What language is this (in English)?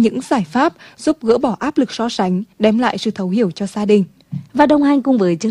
Vietnamese